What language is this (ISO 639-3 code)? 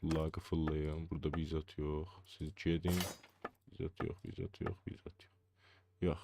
azb